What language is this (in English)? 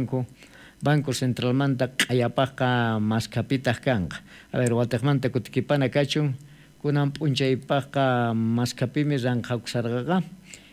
South Bolivian Quechua